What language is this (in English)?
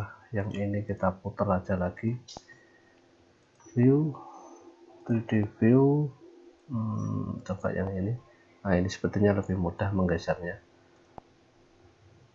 Indonesian